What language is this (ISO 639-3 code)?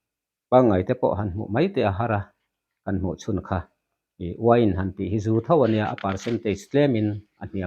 lus